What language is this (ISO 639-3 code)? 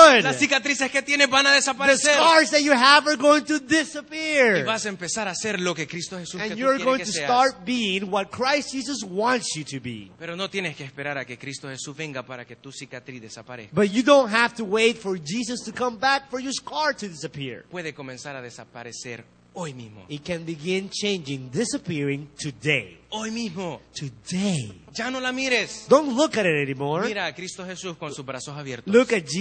spa